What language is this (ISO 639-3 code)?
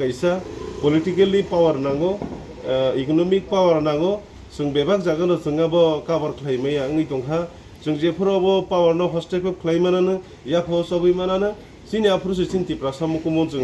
trp